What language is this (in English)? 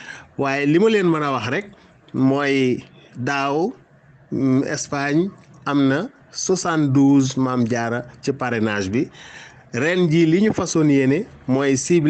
Wolof